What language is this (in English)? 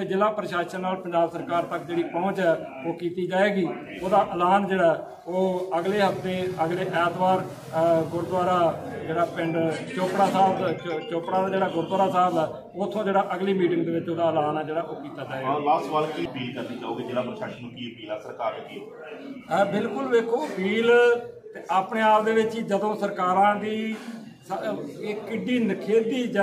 Punjabi